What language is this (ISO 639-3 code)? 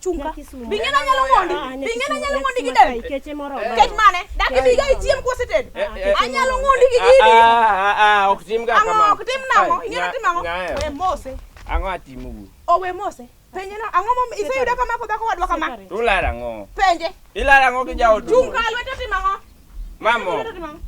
luo